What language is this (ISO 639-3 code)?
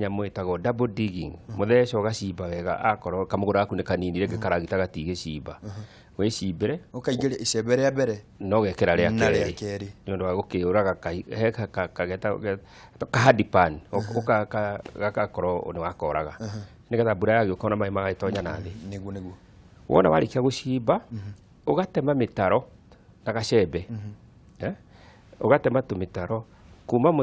kik